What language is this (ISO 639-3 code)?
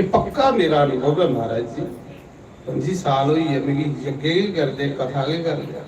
doi